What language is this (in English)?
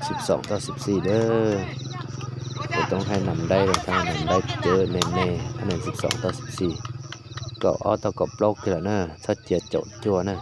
Hmong